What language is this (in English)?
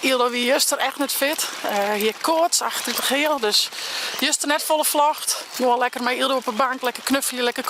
Western Frisian